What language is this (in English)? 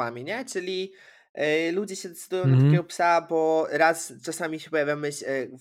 Polish